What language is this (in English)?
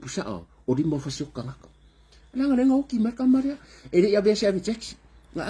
Samoan